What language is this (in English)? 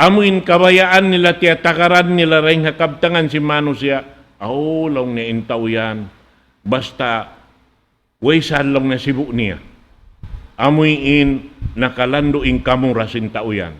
Tausug